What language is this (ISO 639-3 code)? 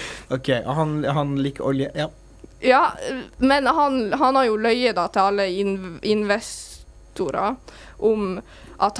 nor